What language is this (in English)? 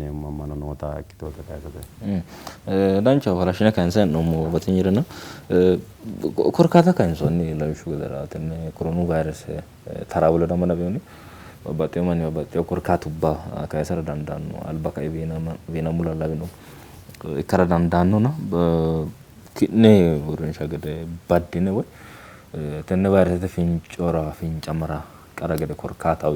Sidamo